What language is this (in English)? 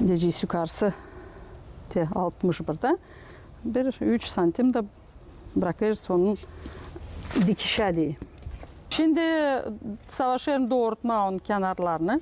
Gagauz